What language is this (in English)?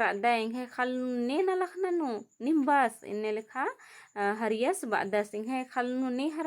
Kurukh